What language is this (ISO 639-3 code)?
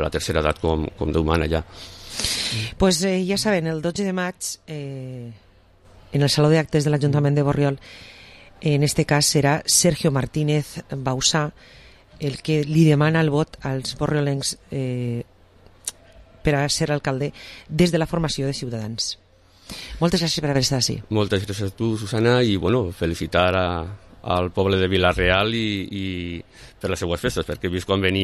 cat